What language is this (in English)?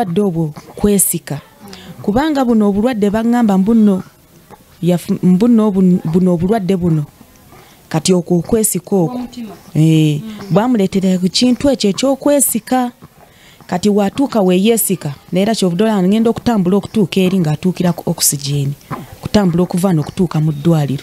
Ganda